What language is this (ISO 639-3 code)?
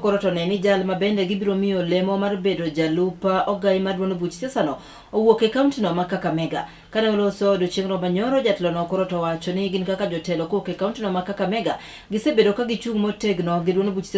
luo